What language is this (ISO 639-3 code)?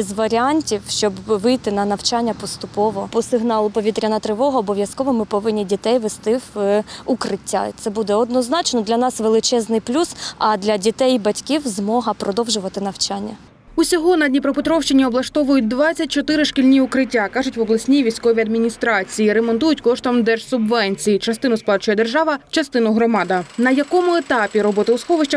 ukr